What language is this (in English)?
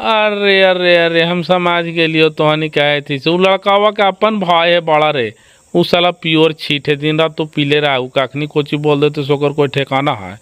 Magahi